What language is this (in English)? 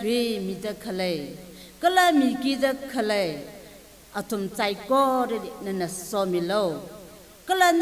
Tangkhul Naga (India)